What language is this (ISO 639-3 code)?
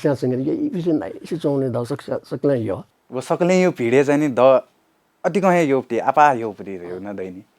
new